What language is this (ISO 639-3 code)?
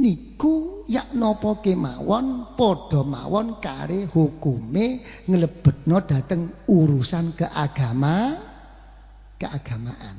jav